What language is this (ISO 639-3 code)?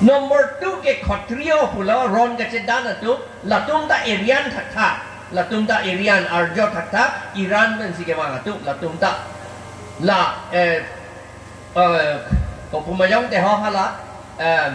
mjw